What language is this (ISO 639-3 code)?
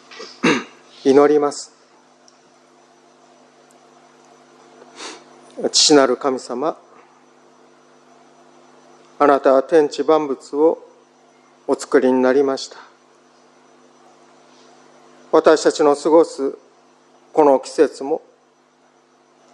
jpn